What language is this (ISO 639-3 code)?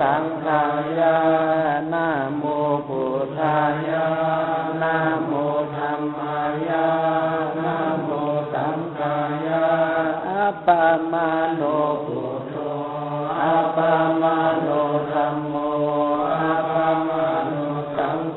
pli